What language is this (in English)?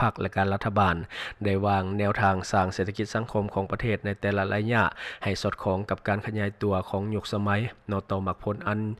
Lao